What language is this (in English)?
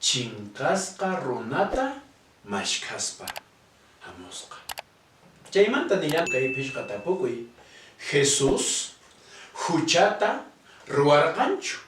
Quechua